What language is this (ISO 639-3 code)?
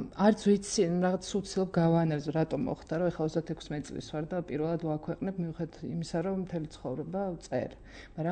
kat